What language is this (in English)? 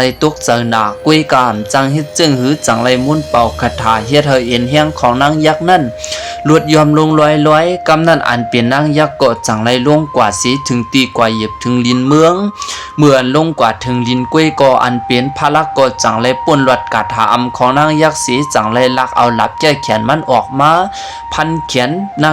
Lao